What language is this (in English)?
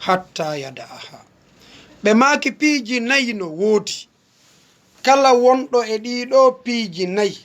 Fula